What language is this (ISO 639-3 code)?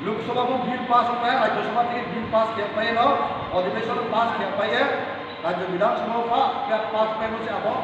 ria